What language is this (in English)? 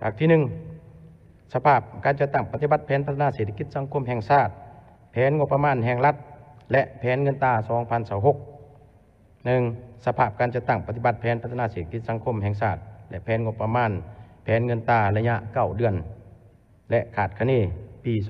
Lao